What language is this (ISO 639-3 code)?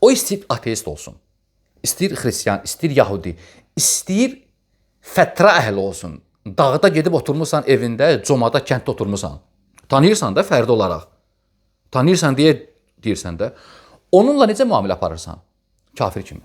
aze